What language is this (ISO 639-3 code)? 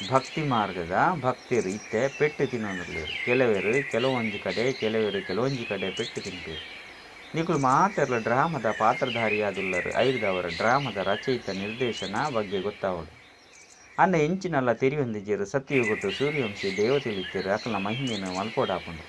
tcy